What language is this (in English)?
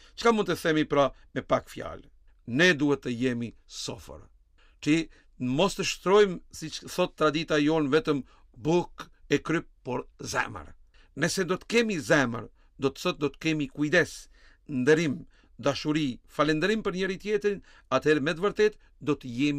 Albanian